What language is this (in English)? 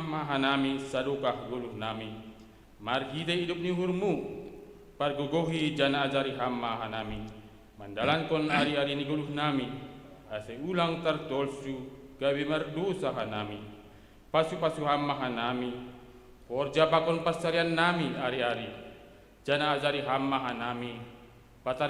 Batak Simalungun